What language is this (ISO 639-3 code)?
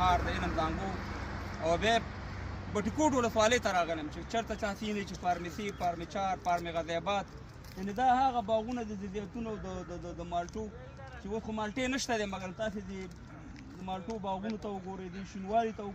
pus